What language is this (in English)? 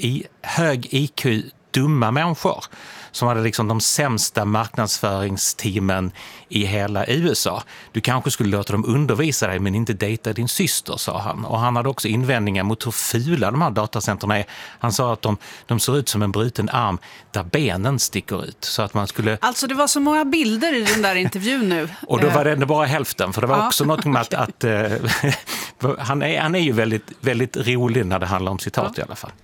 Swedish